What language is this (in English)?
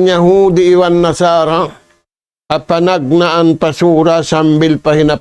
Tausug